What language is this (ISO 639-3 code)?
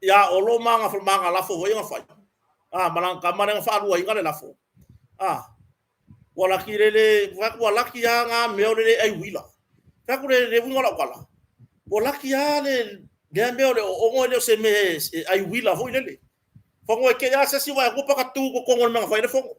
smo